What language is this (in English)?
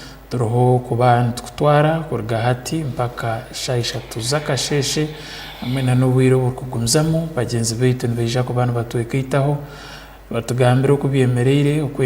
Tooro